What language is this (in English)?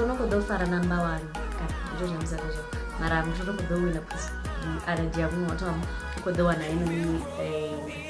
Venda